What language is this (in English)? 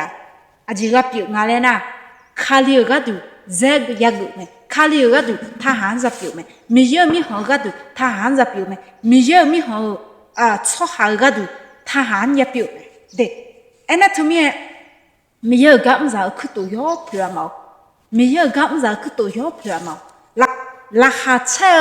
Akha